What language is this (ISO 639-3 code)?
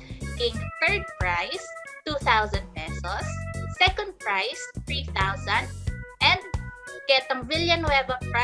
pam